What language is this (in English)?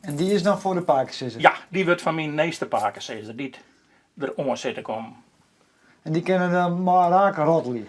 Western Frisian